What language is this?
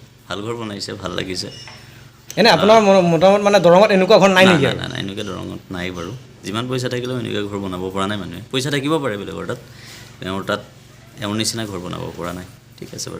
Assamese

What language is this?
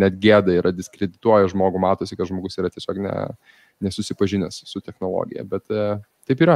Lithuanian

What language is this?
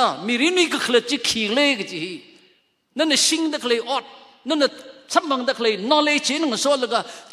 Tangkhul Naga (India)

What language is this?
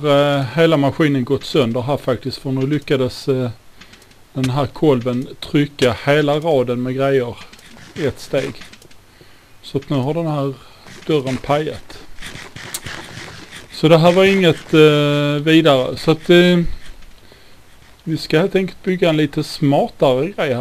Swedish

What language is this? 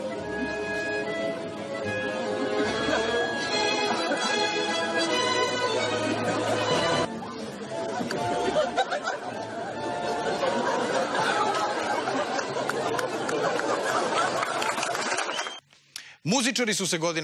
Serbian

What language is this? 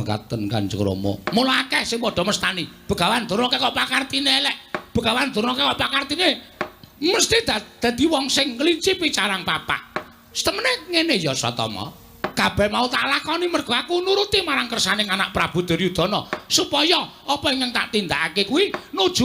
Javanese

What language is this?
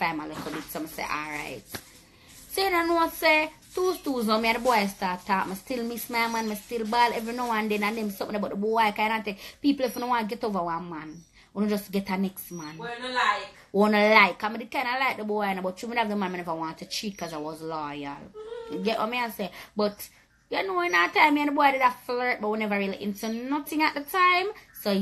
Jamaican Creole English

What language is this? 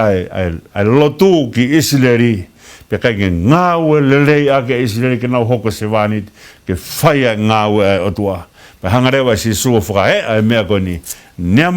Tongan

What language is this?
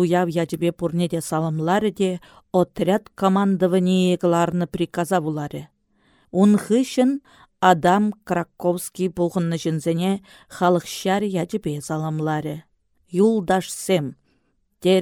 Chuvash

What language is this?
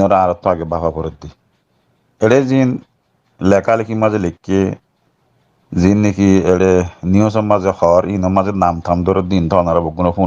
Rohingya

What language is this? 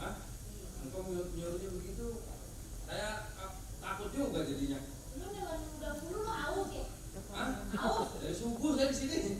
Betawi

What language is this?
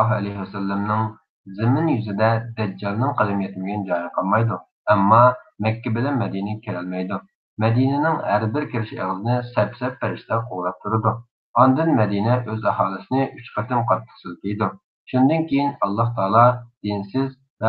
Uyghur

